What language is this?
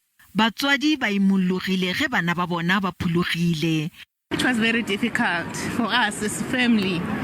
Northern Sotho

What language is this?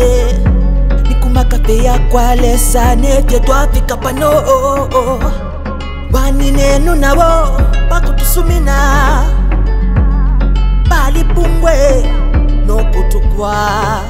Bemba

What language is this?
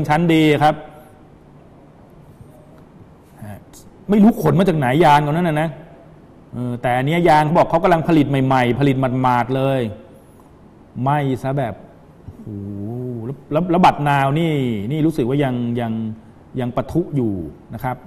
Thai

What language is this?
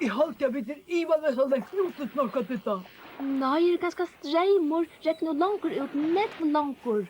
Faroese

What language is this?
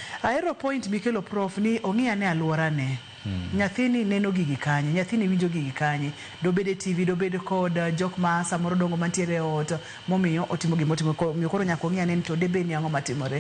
Luo (Kenya and Tanzania)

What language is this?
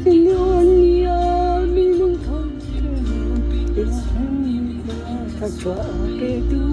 Hakha Chin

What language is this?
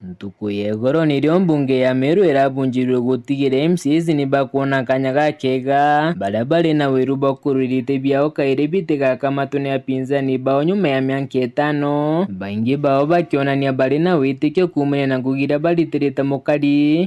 Meru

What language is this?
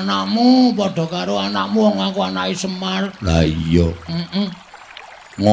Javanese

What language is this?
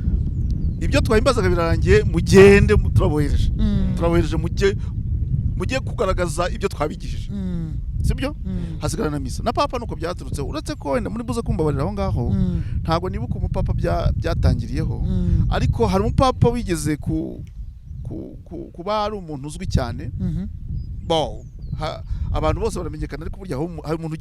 Kinyarwanda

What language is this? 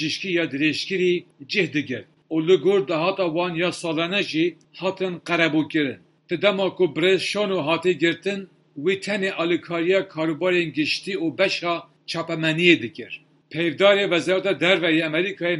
Kurdish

